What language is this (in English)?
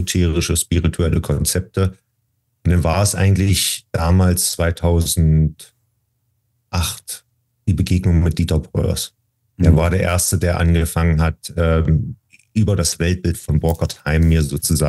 German